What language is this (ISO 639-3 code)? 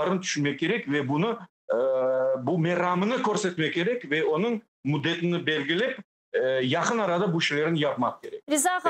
crh